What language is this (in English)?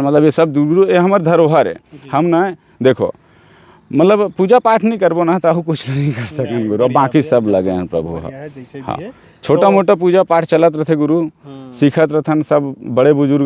Chhattisgarhi